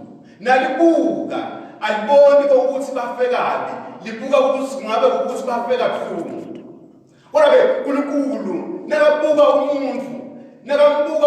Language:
Swati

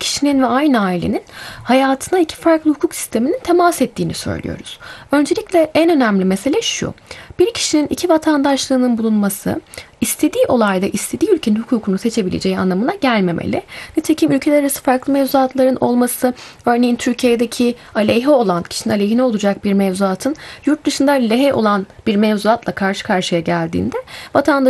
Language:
Turkish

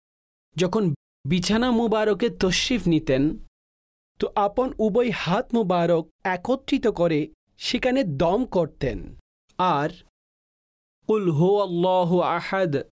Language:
Bangla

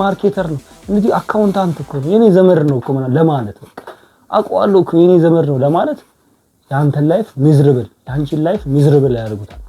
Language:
Amharic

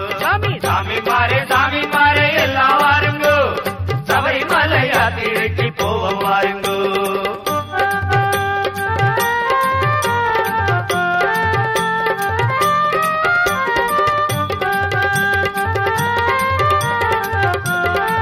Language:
Tamil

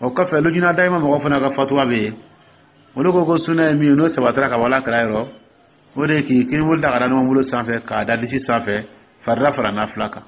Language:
Dyula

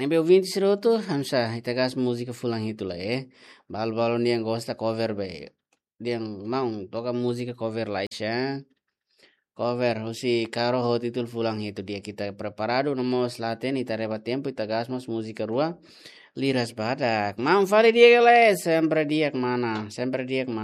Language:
Tetum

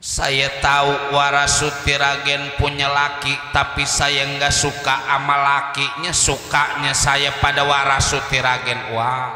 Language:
Betawi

